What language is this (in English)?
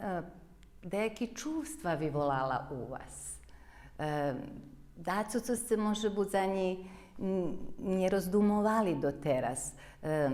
Rusyn